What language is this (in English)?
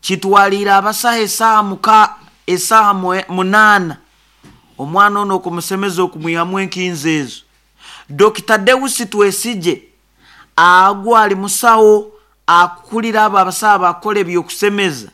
Nyoro